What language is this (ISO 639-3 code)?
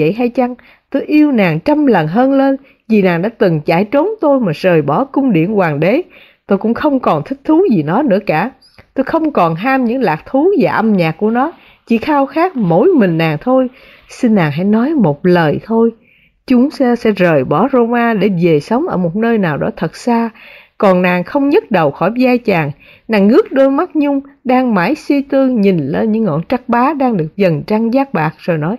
vie